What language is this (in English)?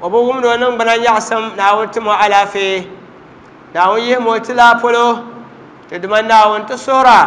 Dagbani